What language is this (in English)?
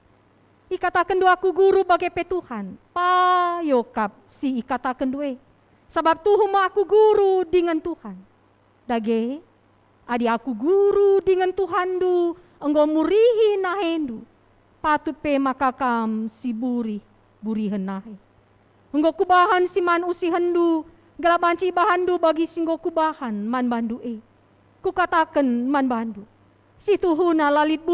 Batak Karo